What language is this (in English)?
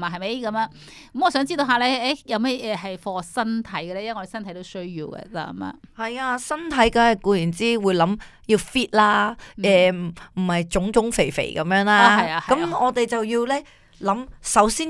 Cantonese